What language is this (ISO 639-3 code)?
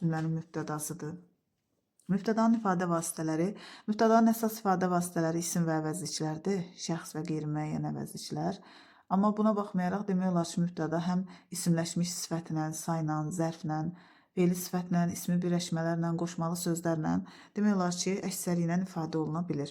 aze